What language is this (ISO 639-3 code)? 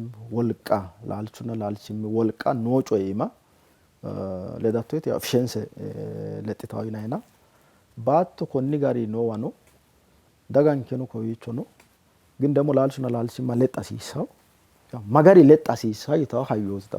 sid